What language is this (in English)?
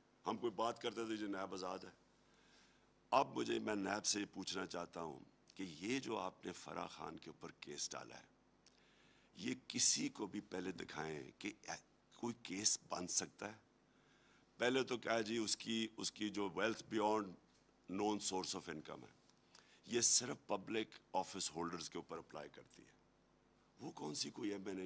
Urdu